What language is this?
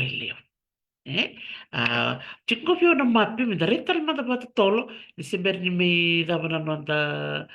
Fijian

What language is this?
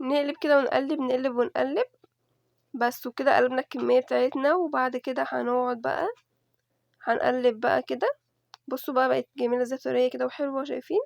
Egyptian Arabic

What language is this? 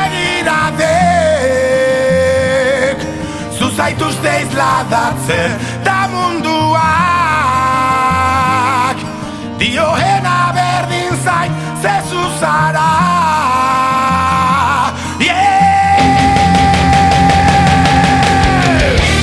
Basque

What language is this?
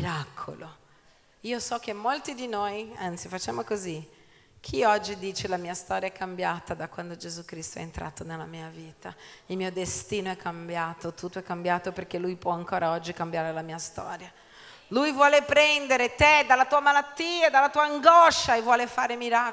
Italian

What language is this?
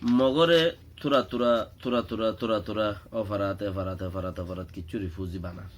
Rohingya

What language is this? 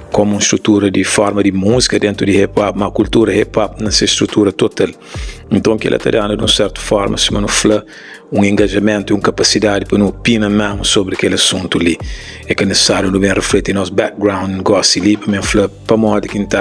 Kabuverdianu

